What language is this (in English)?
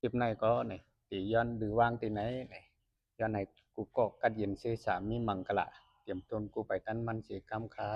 Shan